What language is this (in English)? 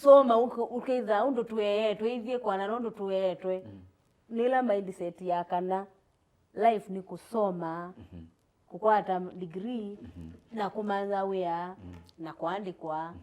Kamba